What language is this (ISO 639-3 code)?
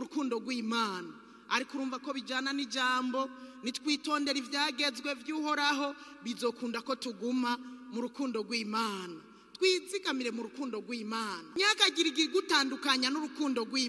run